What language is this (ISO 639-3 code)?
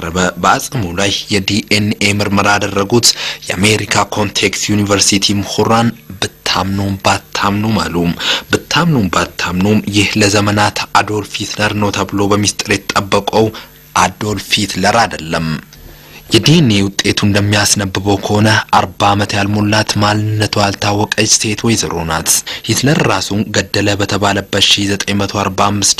amh